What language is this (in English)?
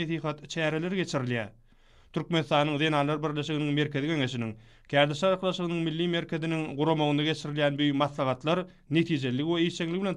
Turkmen